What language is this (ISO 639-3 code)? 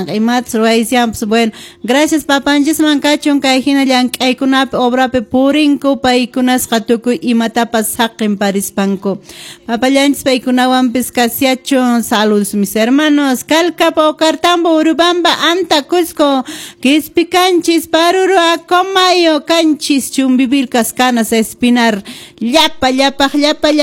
que